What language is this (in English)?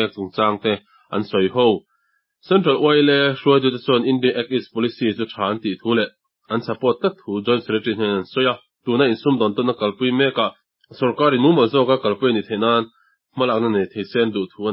Mizo